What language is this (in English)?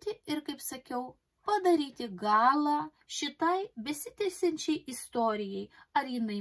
Lithuanian